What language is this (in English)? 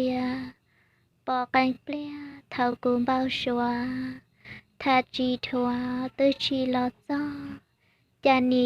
Hmong